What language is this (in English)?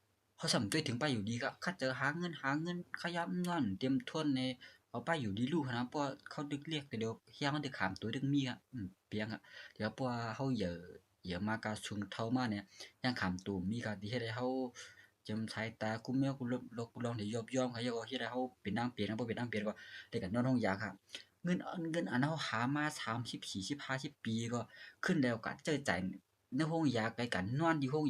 Shan